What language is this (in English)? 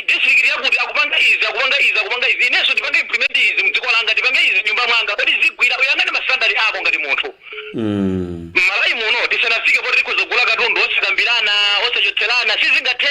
Nyanja